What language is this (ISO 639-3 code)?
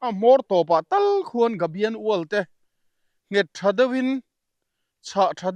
lus